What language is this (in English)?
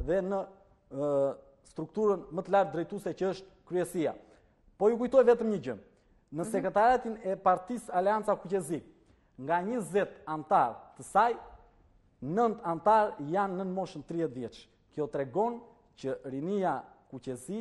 Albanian